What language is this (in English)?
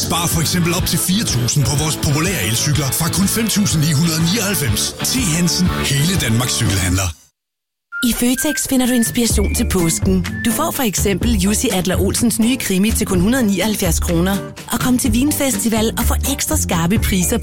Danish